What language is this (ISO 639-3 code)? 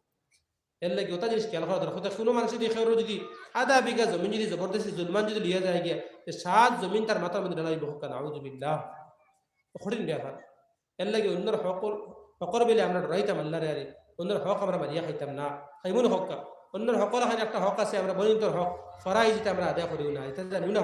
syl